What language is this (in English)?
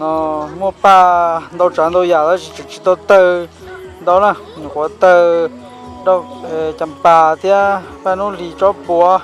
Hmong